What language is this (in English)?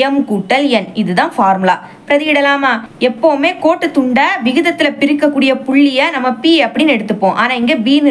Tamil